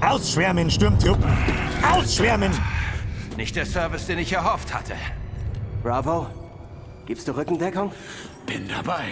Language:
Bavarian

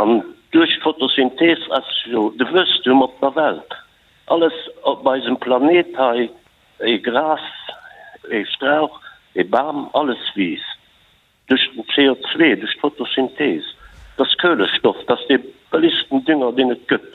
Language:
Luxembourgish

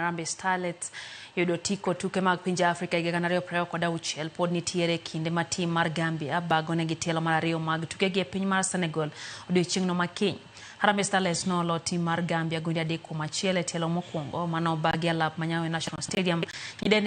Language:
Luo (Kenya and Tanzania)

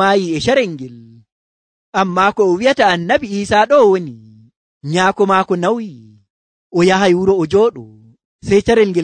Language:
Nigerian Fulfulde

